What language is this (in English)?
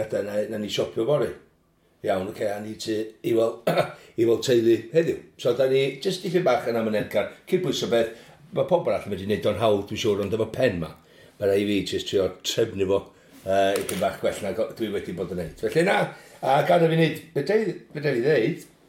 Welsh